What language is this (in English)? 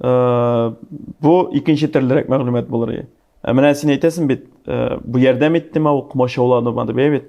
Tatar